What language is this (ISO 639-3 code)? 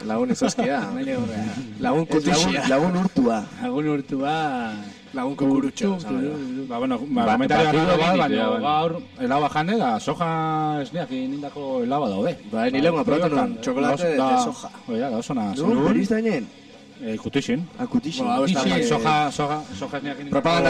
eus